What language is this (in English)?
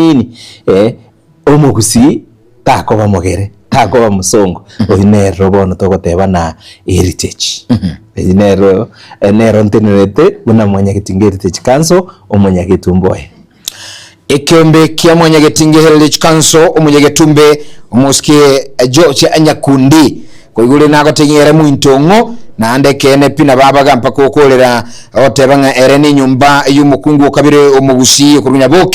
Gusii